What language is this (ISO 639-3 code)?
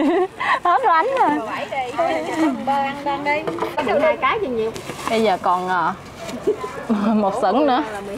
vie